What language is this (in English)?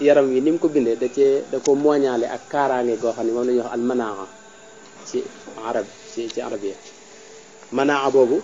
Wolof